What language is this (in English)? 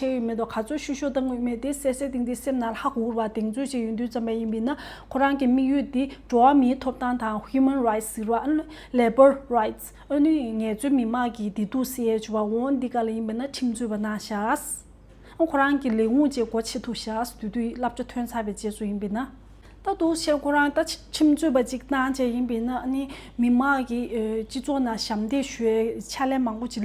Tibetan